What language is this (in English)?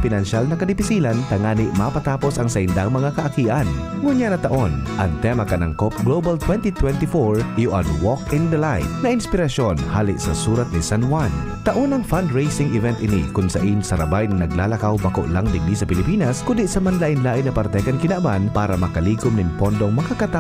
Bikol